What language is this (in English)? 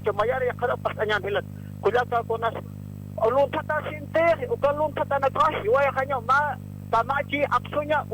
Aymara